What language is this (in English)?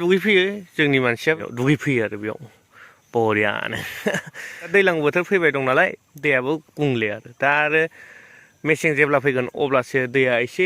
Bodo